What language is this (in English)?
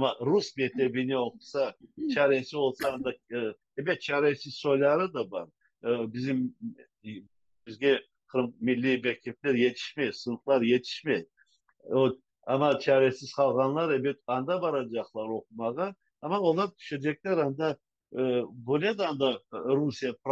Crimean Tatar